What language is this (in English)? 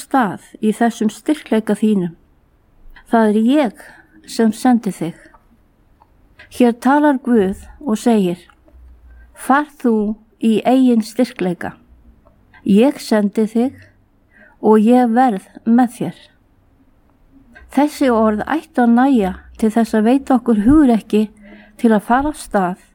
Icelandic